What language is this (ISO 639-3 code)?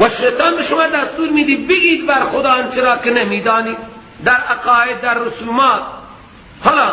fas